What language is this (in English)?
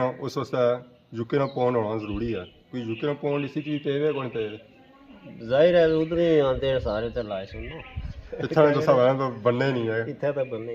Pahari-Potwari